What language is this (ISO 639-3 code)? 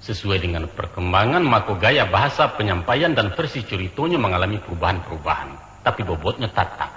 min